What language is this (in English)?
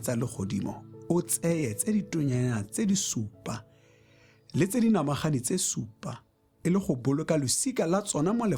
Tswana